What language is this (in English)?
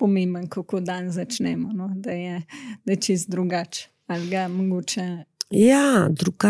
Slovenian